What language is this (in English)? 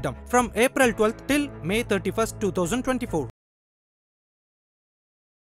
Tamil